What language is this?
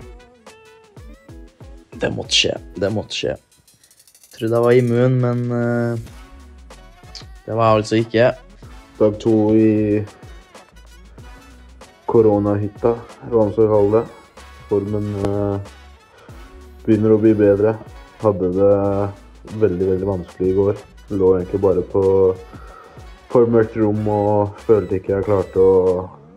Norwegian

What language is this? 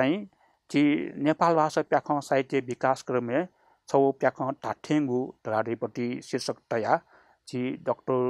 Newari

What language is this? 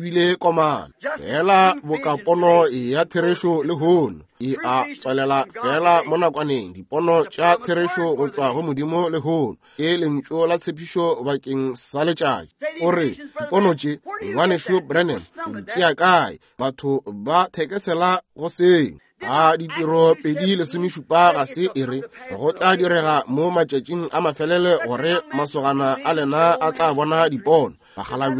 Northern Sotho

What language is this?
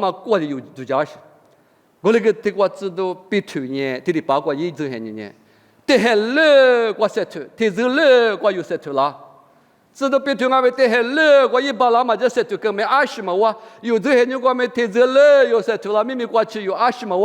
Lisu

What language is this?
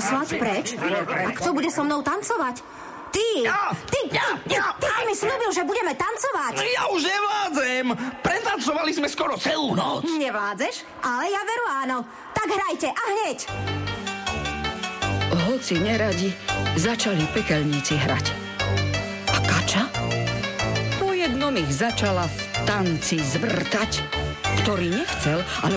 Slovak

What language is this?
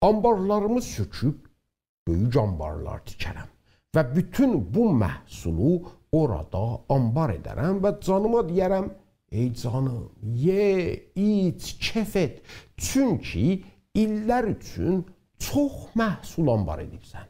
South Azerbaijani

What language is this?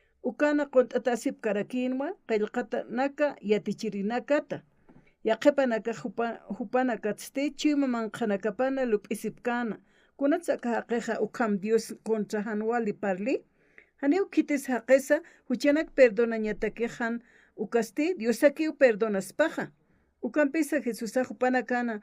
Aymara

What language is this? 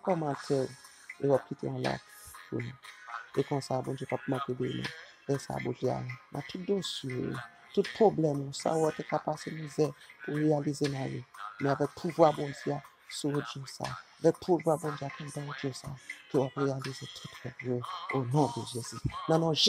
Haitian Creole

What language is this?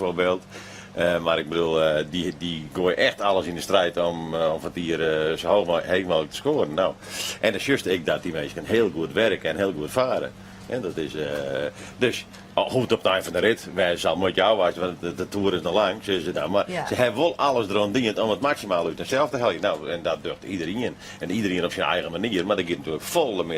Western Frisian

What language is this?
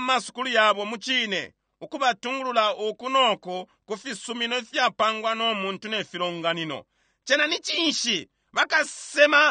Bemba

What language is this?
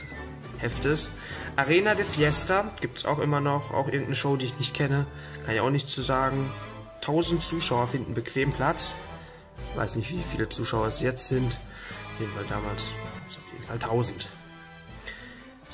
German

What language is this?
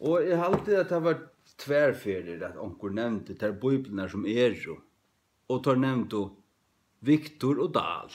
Faroese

